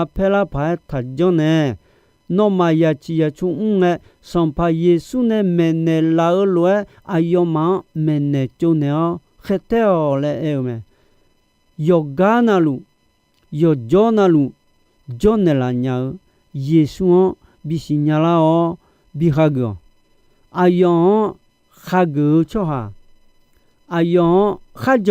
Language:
Akha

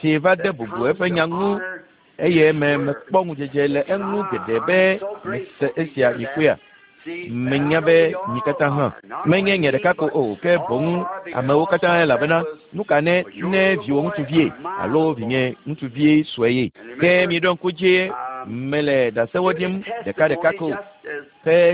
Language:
Ewe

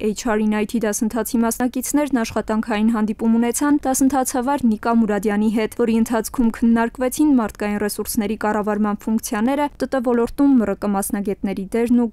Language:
Armenian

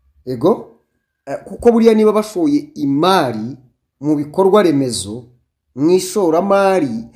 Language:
Kinyarwanda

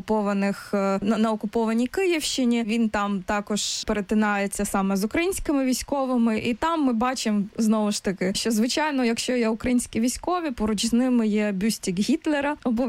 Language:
Ukrainian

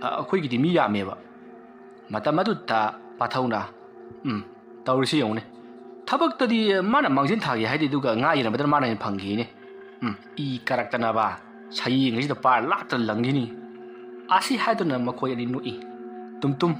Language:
Manipuri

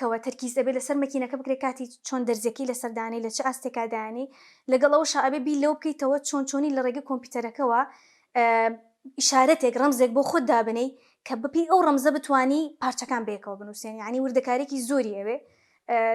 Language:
Central Kurdish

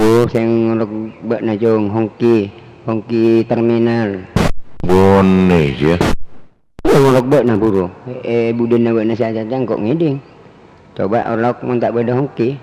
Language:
Madurese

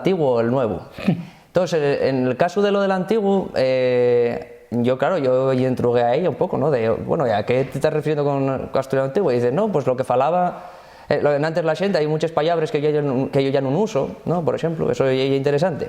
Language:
Asturian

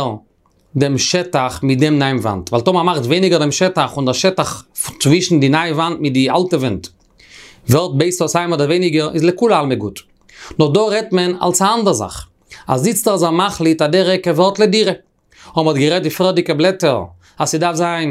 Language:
Yiddish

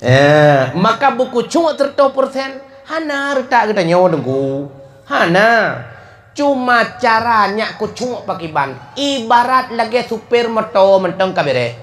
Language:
Achinese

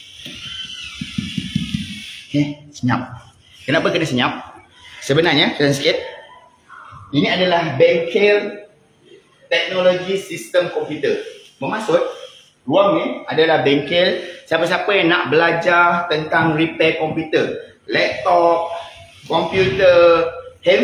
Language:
Malay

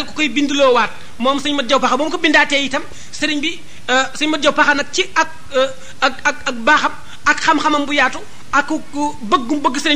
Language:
Wolof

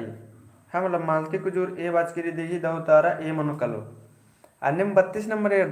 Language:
Kurukh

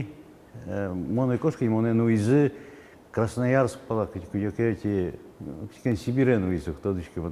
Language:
Udmurt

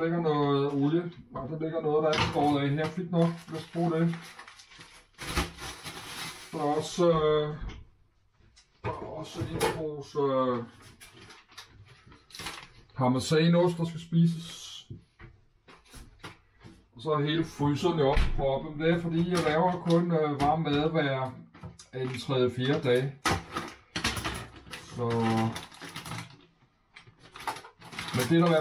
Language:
Danish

